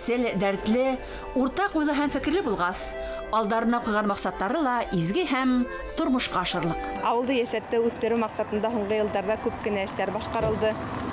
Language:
Bashkir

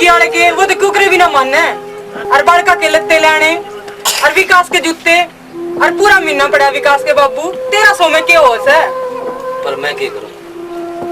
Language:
Haryanvi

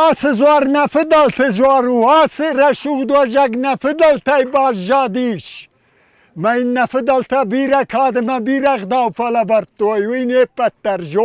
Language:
Ossetic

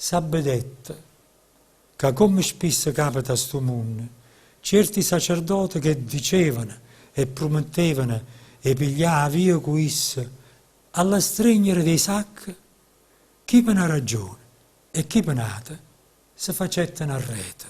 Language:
Neapolitan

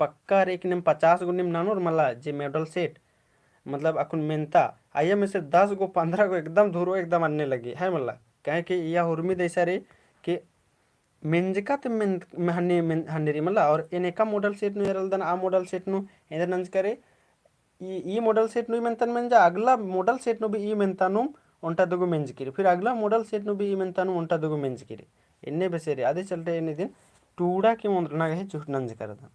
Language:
Kurukh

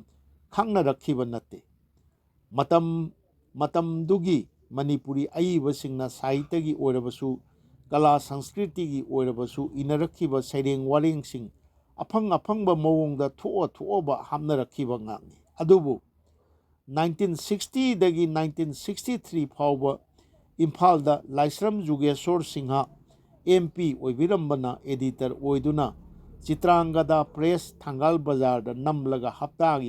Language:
Manipuri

